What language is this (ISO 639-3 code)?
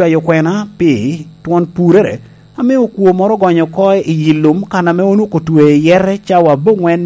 laj